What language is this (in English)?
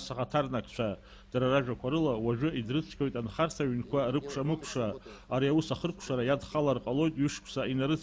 Abkhazian